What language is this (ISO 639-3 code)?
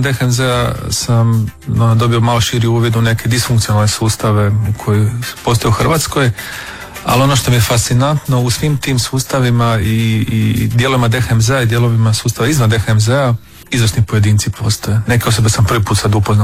hrv